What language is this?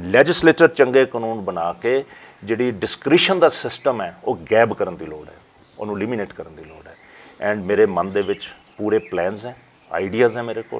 Punjabi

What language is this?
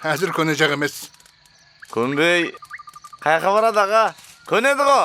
Kara-Kalpak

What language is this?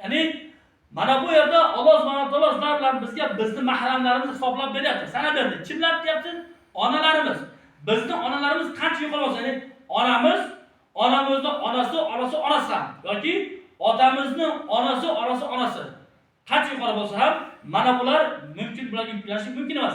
Uzbek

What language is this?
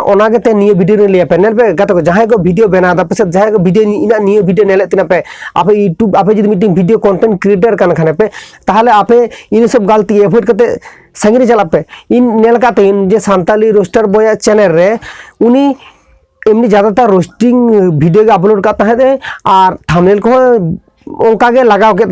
Santali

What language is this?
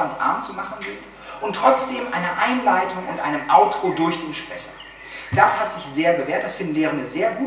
German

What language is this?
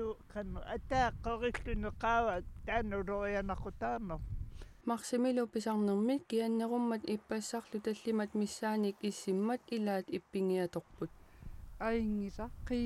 Kalaallisut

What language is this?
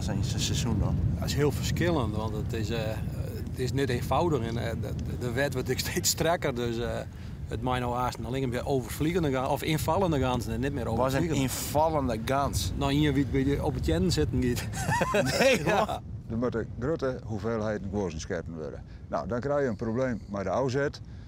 Western Frisian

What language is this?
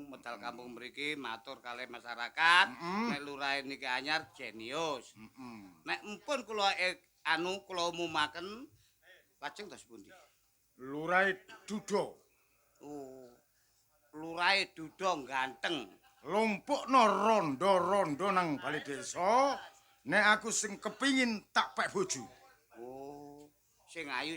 Javanese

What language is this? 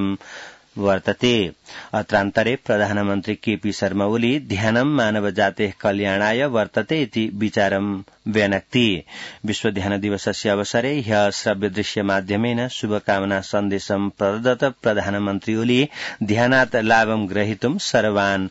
Sanskrit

